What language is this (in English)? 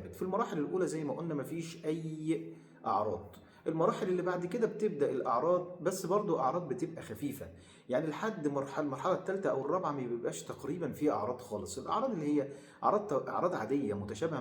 Egyptian Arabic